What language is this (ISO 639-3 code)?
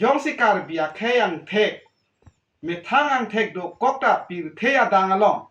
mjw